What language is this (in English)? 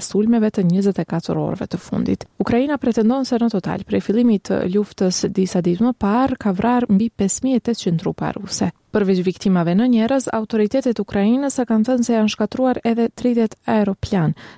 Albanian